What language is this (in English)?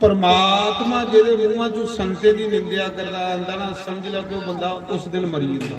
Dogri